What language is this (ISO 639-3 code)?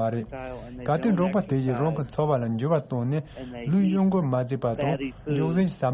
bod